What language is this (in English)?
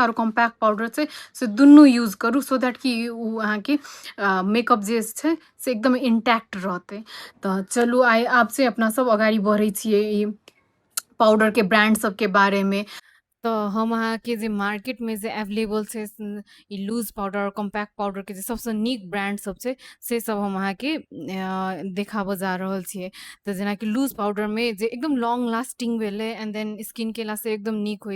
Maithili